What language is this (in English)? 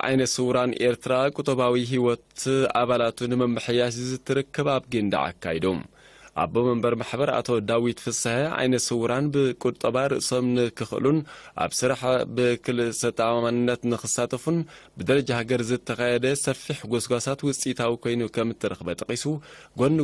Tigrinya